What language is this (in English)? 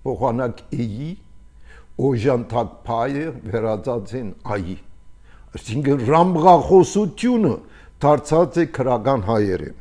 Armenian